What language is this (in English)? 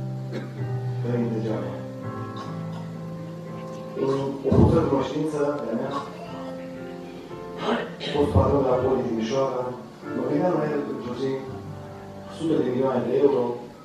Romanian